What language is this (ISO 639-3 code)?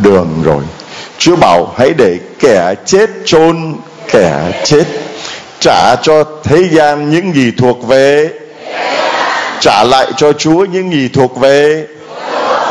vie